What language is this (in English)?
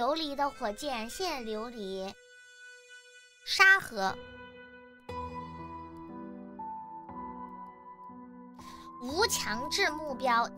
Chinese